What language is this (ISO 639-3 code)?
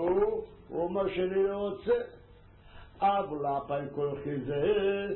heb